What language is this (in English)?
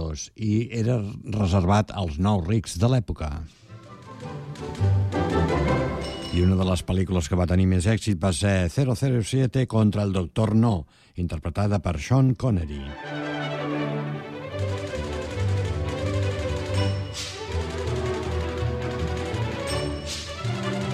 Catalan